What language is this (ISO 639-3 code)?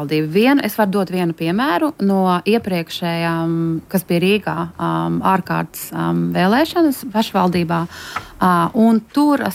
lav